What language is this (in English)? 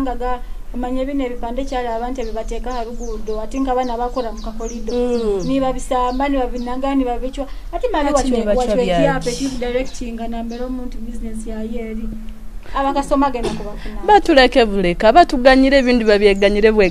Nyoro